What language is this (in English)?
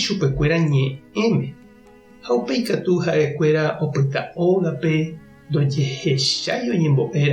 Guarani